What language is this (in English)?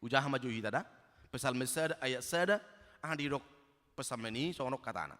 Batak Toba